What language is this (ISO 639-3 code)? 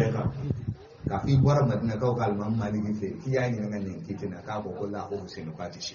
bam